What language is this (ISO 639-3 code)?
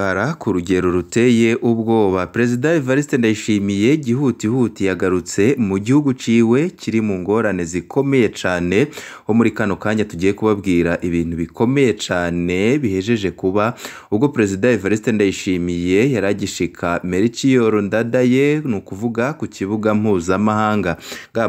run